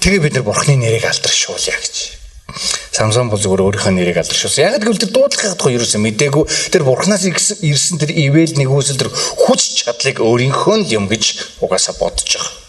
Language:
Mongolian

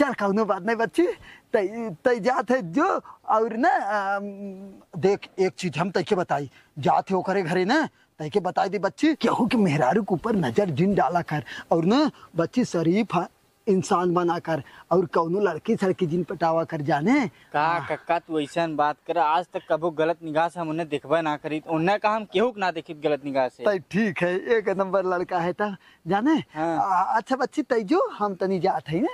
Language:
Awadhi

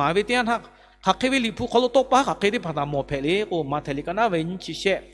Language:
Lahu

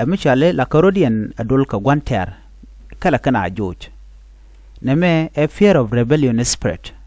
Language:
Nuer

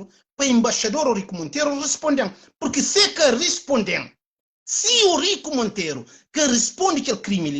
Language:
Kabuverdianu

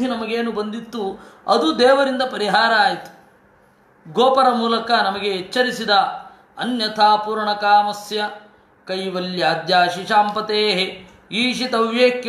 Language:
Kannada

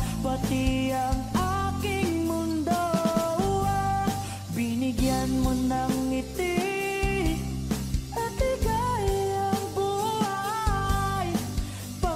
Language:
Filipino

